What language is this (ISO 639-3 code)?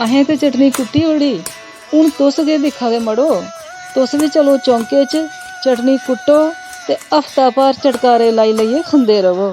doi